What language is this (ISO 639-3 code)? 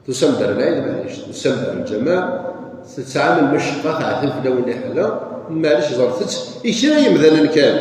kab